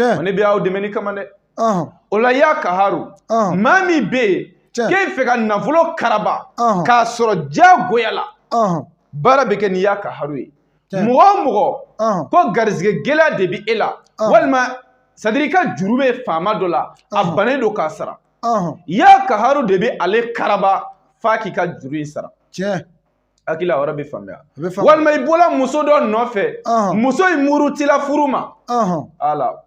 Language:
Bambara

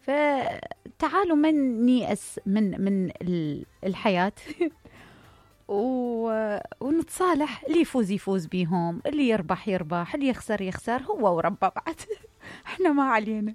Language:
Mesopotamian Arabic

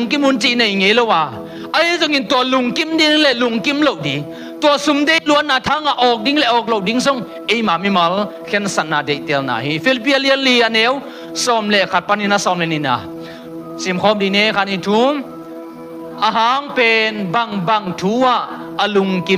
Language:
Tedim Chin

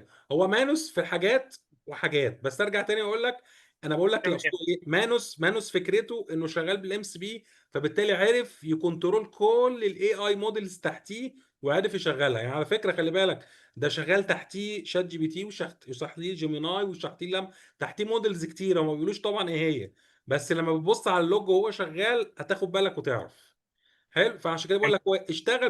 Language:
Egyptian Arabic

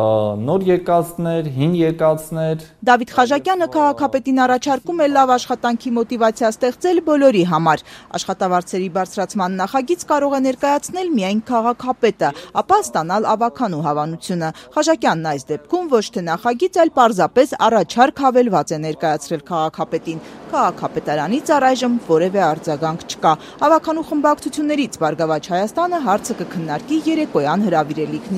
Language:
Armenian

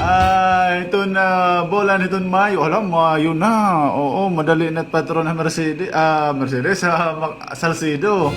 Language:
Waray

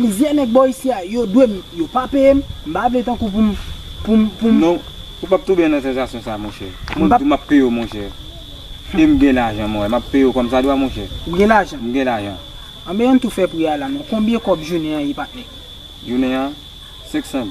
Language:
Haitian Creole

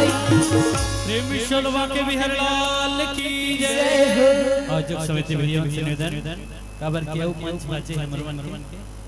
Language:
Chhattisgarhi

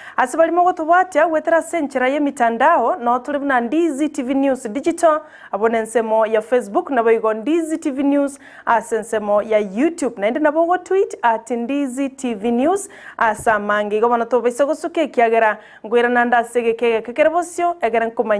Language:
Gusii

